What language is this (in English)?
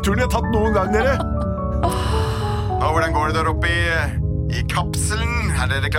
Norwegian